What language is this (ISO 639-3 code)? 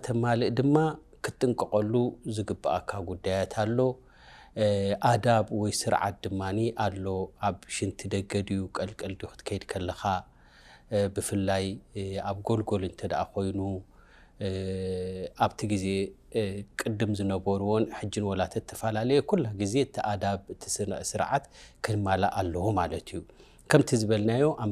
tir